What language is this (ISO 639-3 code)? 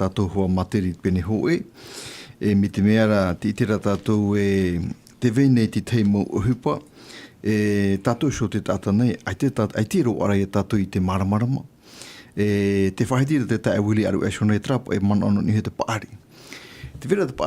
tah